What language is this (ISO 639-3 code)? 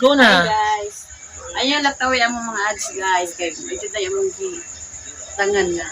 ceb